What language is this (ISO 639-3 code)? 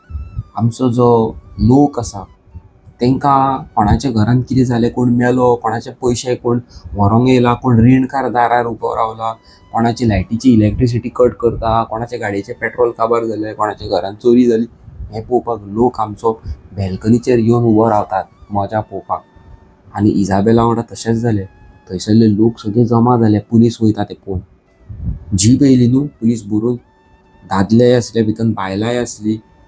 kok